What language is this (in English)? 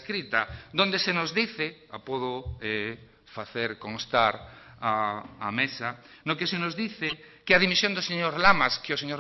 Galician